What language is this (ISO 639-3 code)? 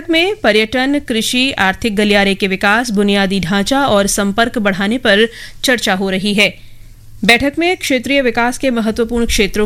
hin